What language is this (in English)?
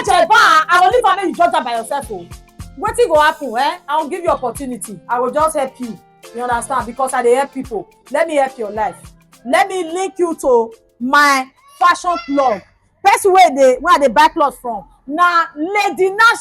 Nigerian Pidgin